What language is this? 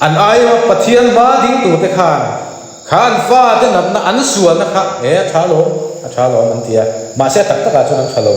Mizo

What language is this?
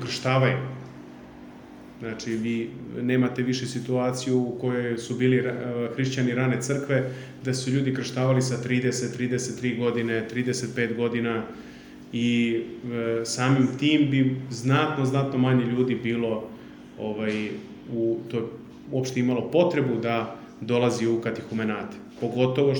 Serbian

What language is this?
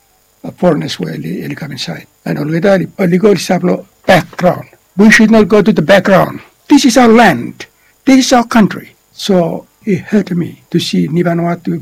Bislama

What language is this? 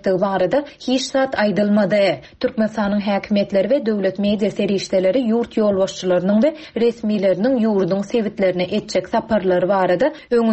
Turkmen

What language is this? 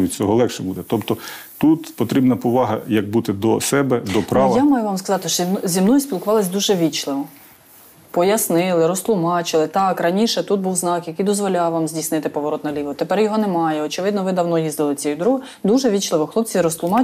Ukrainian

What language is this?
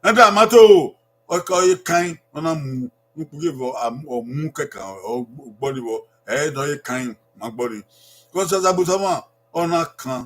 Bini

